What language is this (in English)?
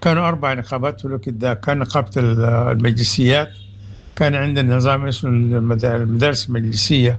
Sudanese Arabic